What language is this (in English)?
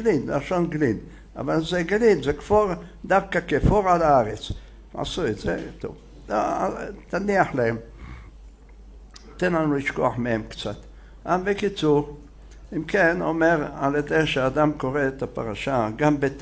Hebrew